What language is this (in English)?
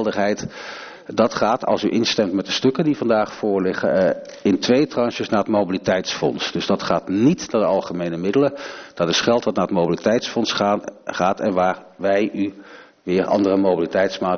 Dutch